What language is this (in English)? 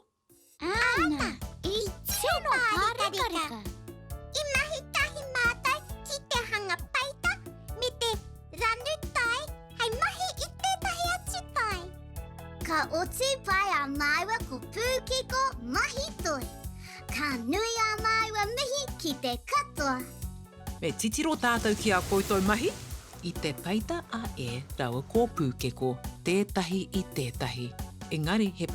Māori